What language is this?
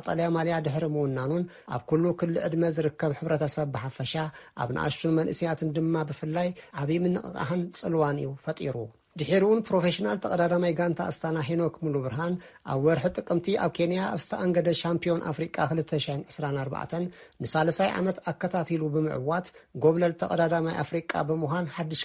Tigrinya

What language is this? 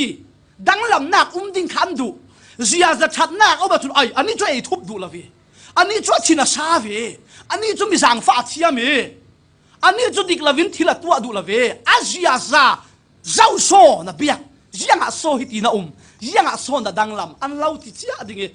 Falam Chin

